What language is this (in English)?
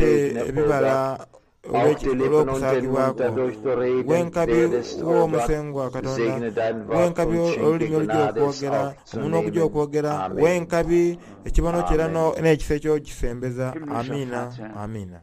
Soga